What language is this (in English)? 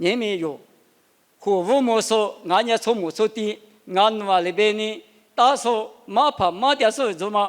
Lisu